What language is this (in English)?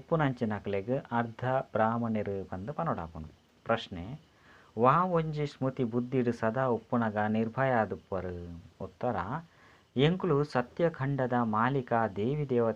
Tulu